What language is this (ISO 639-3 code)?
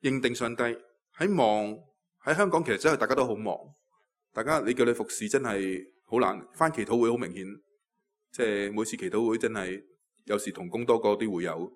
yue